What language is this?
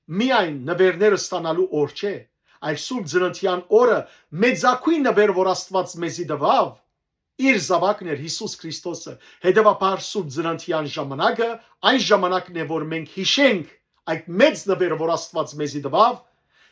Western Armenian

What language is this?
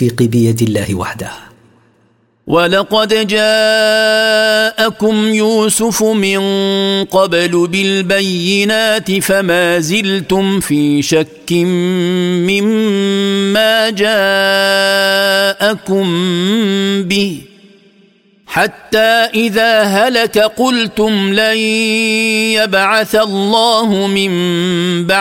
Arabic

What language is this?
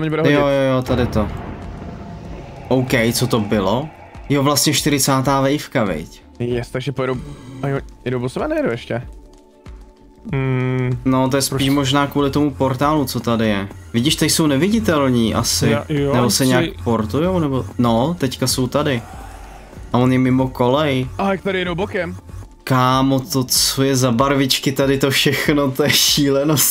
Czech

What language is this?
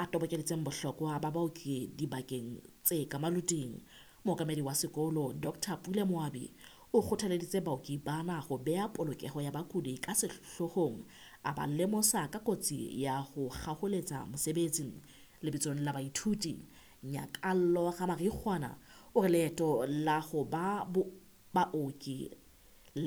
Southern Sotho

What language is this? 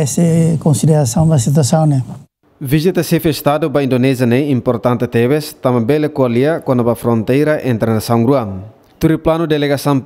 Tetum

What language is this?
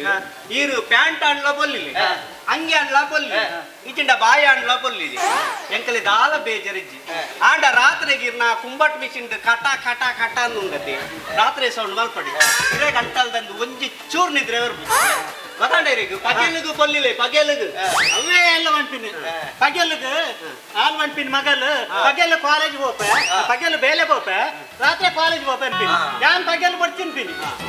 Tulu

